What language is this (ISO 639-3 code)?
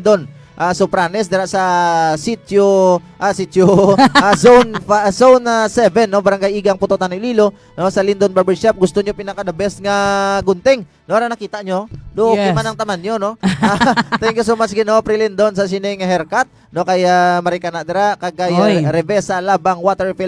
hil